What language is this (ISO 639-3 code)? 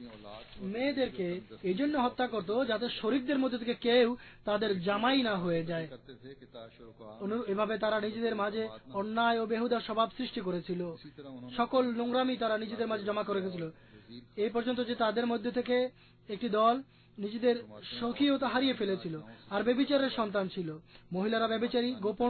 ben